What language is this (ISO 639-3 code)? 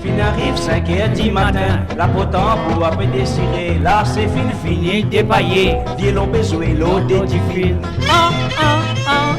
mfe